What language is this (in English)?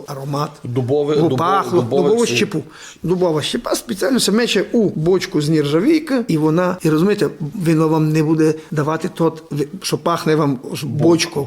Rusyn